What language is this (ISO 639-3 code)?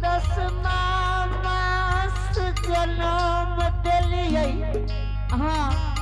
anp